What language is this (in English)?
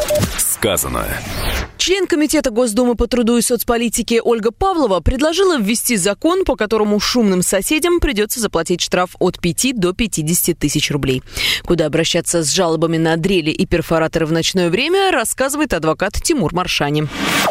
Russian